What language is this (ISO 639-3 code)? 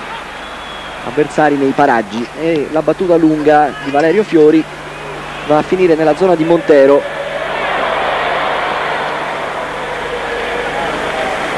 ita